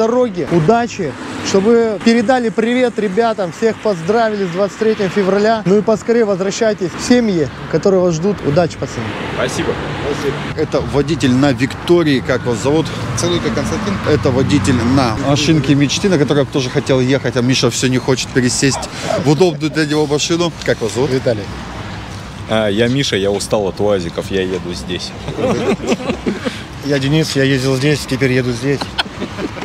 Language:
Russian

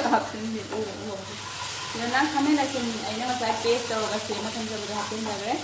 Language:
Manipuri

